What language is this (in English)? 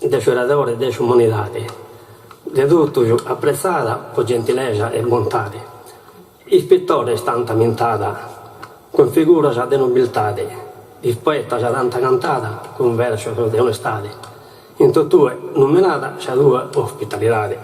Sardinian